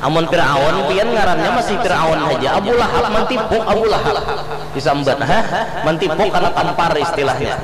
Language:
Banjar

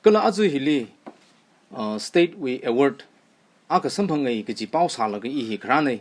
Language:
Tangkhul Naga (India)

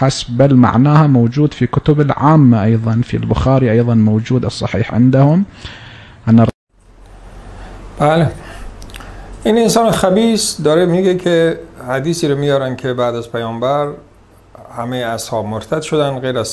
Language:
Persian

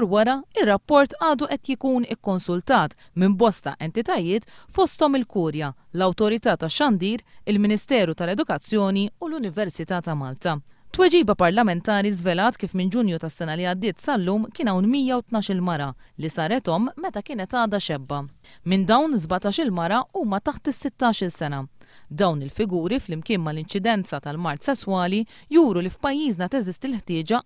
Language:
Maltese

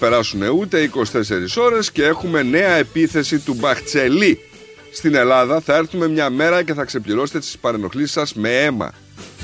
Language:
Greek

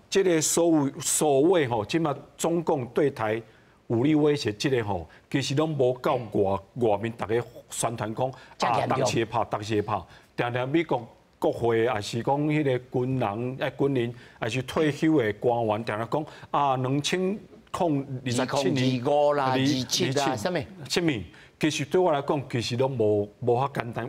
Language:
Min Nan Chinese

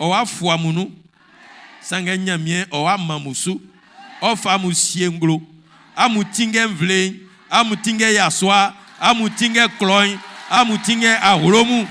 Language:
Baoulé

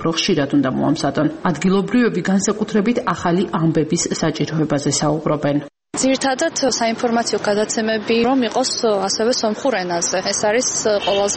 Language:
Georgian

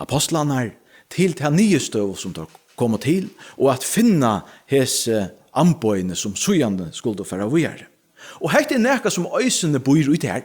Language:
Faroese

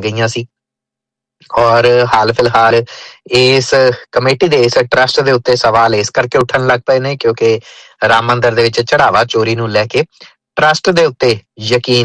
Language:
Punjabi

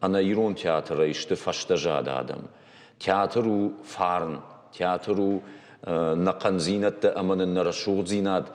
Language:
Ossetic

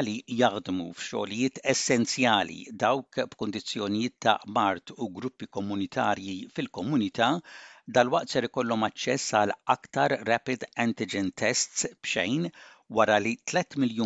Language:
Maltese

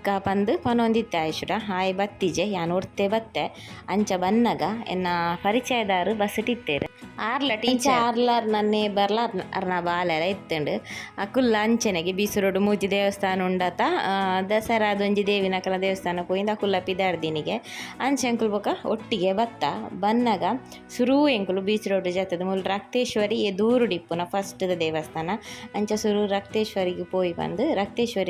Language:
Tulu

